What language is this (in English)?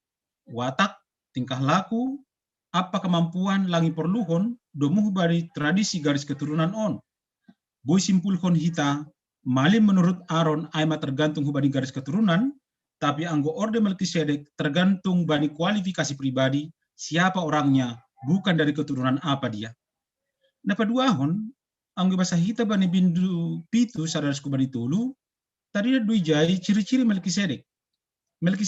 Batak Simalungun